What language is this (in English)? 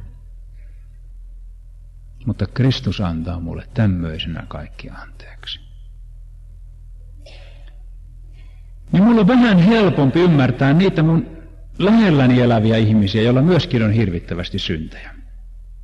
Finnish